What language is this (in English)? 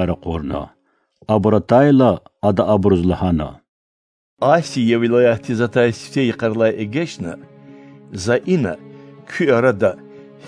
Lezghian